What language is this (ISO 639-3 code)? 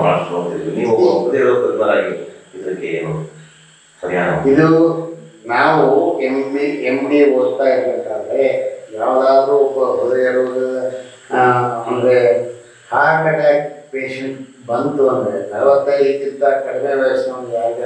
kan